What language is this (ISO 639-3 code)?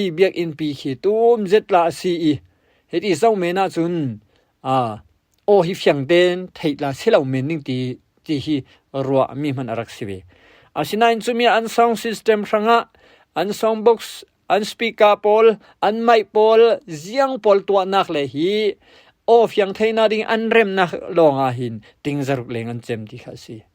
cfm